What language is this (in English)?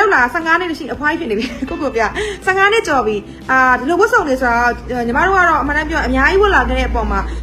Burmese